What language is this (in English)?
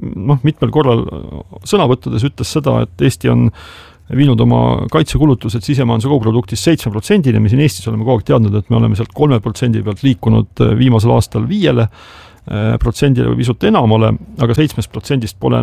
Estonian